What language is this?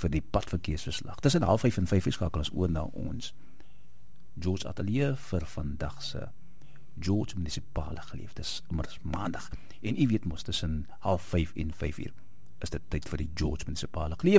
Afrikaans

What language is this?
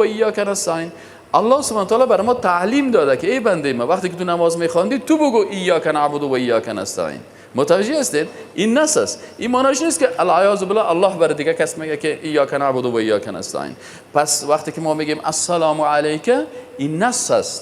Persian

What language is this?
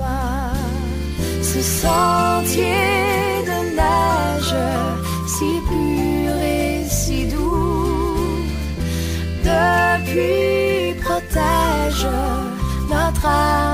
French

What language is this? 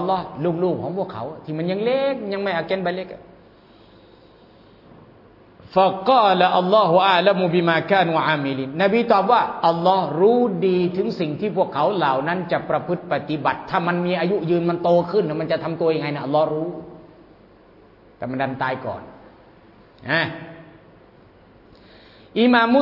Thai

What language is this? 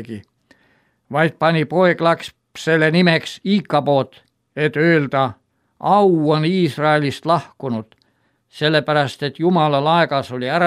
Estonian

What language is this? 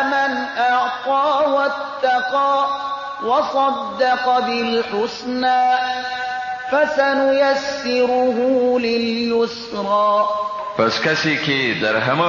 Persian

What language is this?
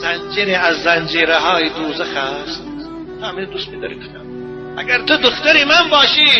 Tajik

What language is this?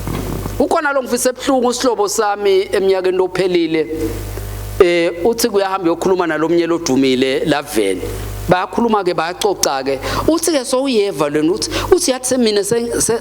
Swati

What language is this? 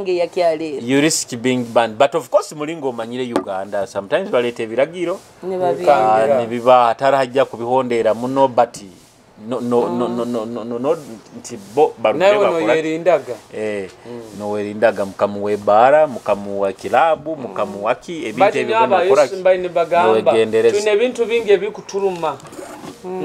Nyoro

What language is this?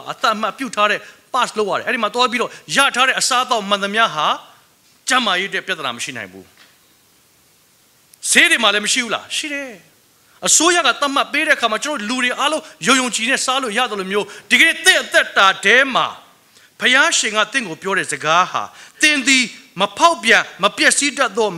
Burmese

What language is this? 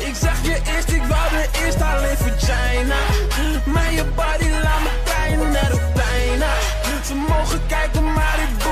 Dutch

